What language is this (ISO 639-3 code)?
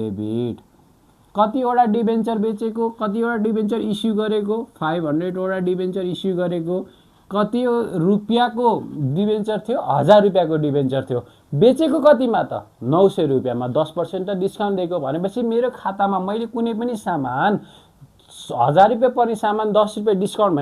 nep